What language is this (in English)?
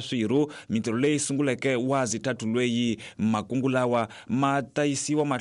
Tsonga